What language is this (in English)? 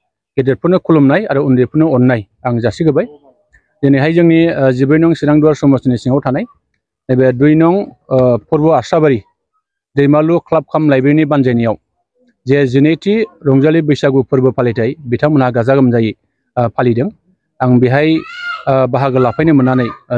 Bodo